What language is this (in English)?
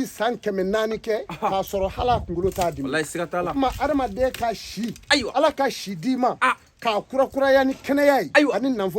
Bambara